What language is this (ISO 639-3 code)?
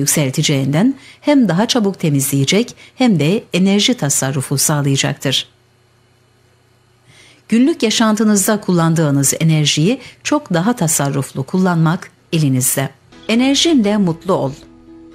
tur